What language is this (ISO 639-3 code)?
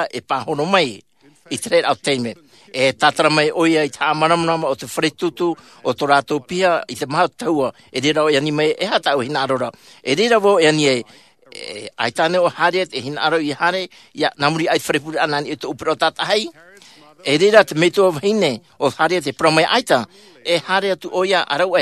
tah